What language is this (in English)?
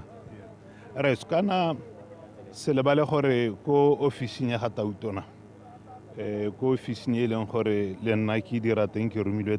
Tswana